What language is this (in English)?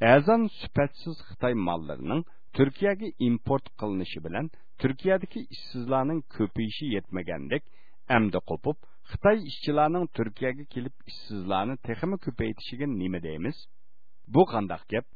Uyghur